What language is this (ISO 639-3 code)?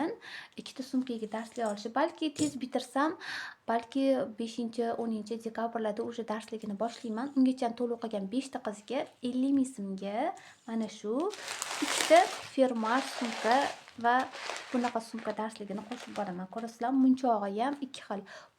uzb